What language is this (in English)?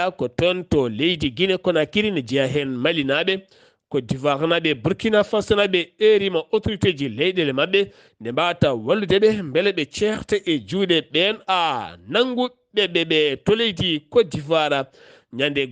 Fula